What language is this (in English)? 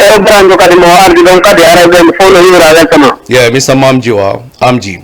Fula